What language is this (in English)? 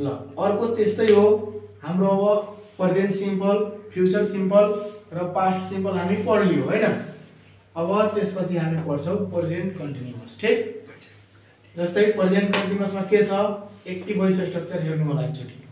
Nepali